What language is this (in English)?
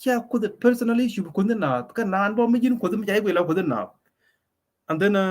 Nuer